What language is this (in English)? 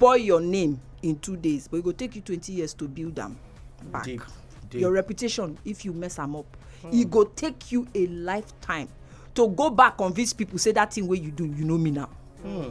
Nigerian Pidgin